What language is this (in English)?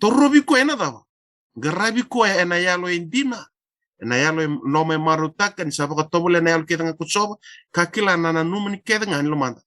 Fijian